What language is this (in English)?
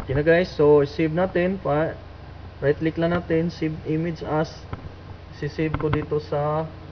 Filipino